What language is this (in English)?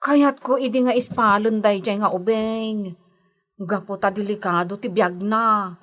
Iloko